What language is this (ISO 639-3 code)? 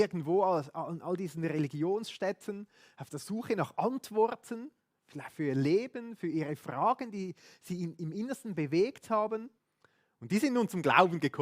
gsw